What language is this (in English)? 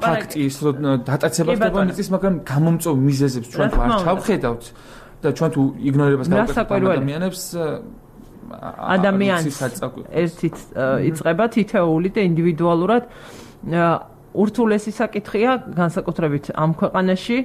Georgian